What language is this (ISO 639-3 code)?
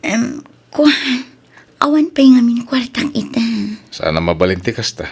ilo